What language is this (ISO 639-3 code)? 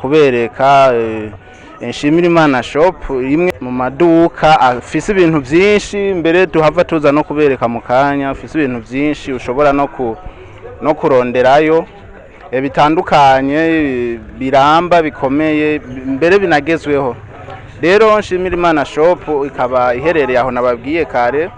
run